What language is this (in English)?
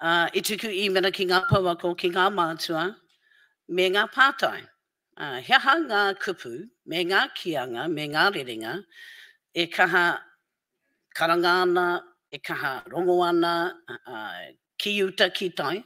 Māori